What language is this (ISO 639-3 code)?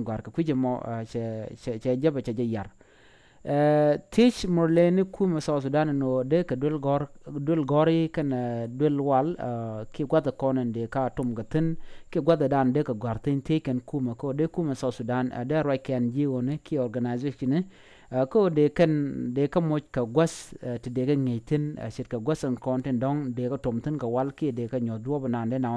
nus